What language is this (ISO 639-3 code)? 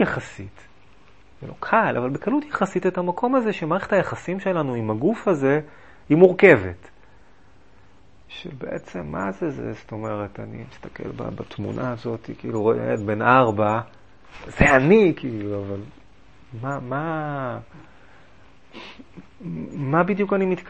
heb